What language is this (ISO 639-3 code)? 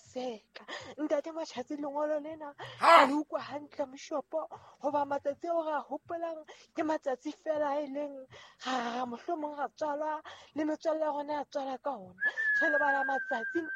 sot